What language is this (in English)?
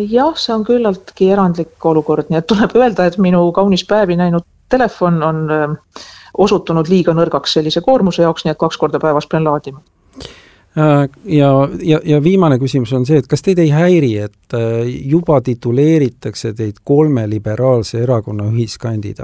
Estonian